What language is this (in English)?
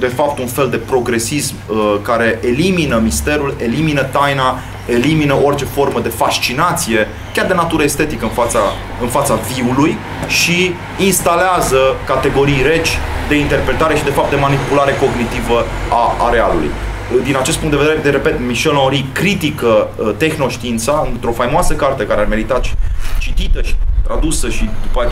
Romanian